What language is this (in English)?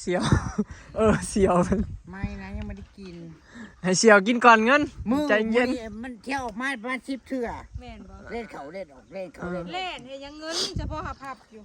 Northeastern Thai